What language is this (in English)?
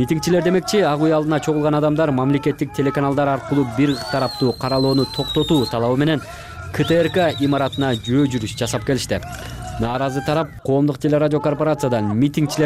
Kyrgyz